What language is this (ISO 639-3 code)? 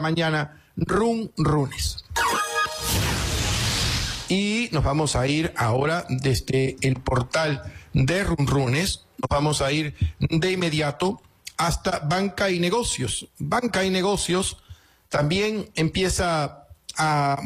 spa